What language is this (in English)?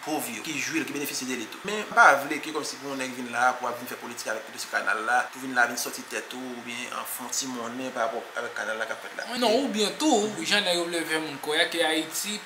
Haitian Creole